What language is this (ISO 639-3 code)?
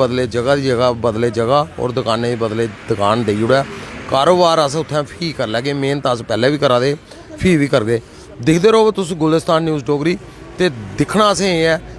doi